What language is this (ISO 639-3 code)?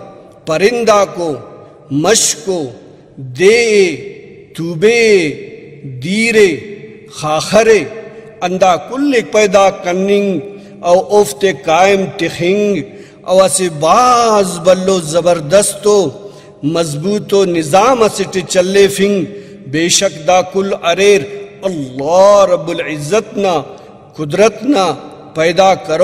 brh